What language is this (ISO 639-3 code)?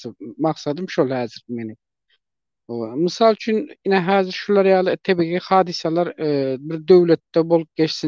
tuk